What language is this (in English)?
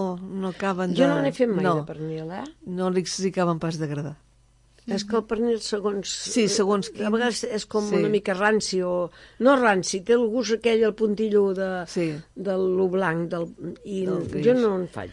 Catalan